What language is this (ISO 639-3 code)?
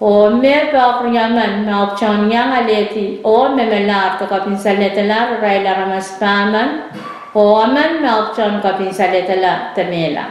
pon